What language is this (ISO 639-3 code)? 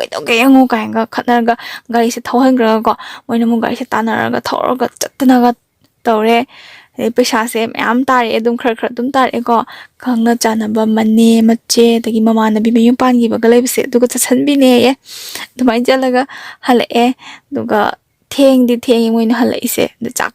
mni